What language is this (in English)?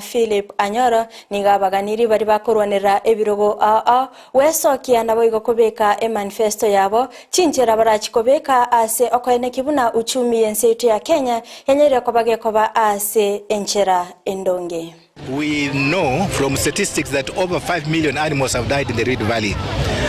Gusii